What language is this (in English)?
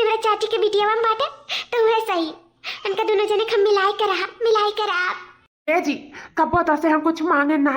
Awadhi